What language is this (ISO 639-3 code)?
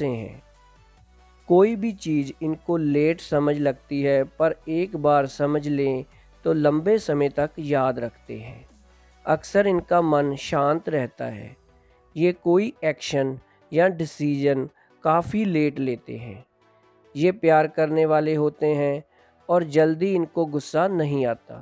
hin